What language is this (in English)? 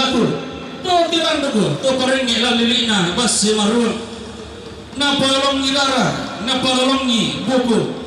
Toraja-Sa'dan